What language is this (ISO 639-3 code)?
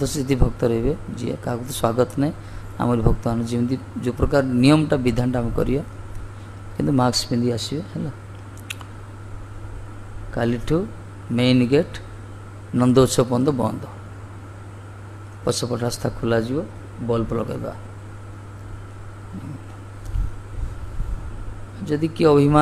ori